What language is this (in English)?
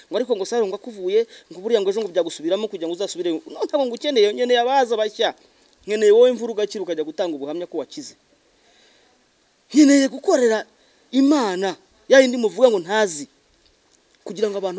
Kinyarwanda